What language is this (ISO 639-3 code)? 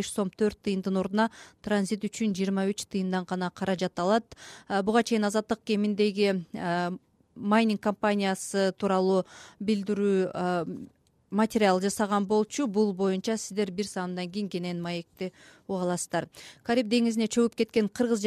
kir